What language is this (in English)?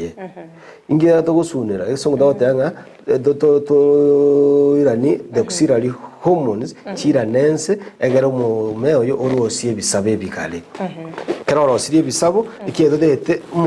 Gusii